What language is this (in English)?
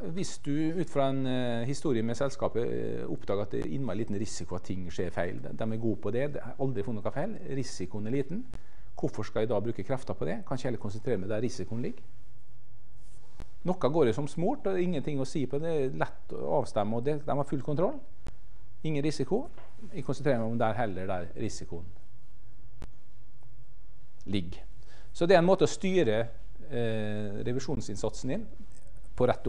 Norwegian